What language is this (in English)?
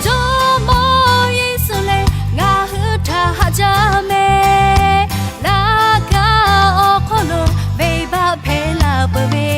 Lahu